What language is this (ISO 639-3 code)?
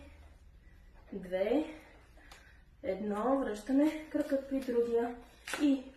bul